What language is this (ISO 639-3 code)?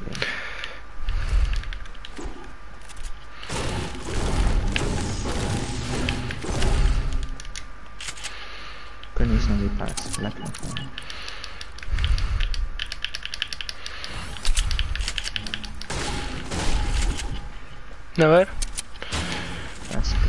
nld